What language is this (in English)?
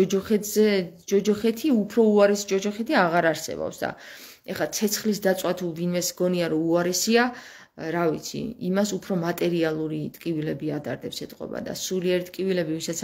Georgian